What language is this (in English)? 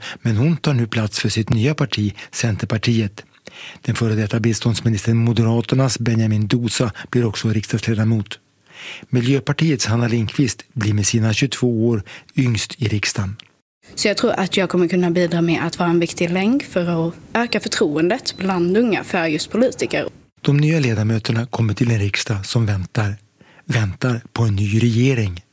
Swedish